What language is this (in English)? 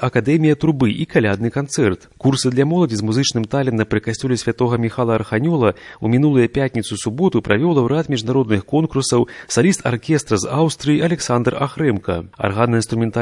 Belarusian